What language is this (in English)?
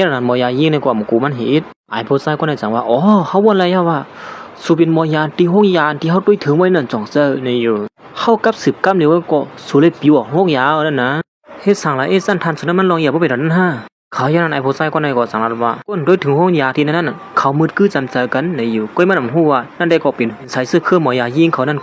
Shan